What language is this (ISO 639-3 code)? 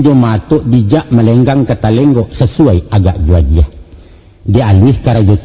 min